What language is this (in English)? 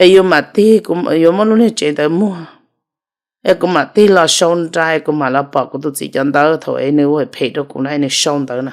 Hmong